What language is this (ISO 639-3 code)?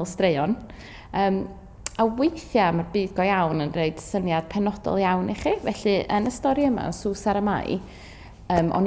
cym